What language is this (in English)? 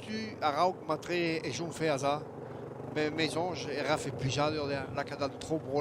Breton